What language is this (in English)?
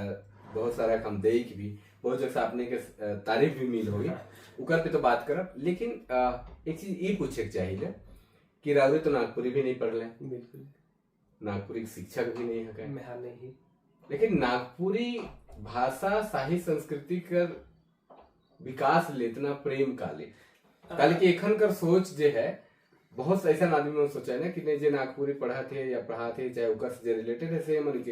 Sadri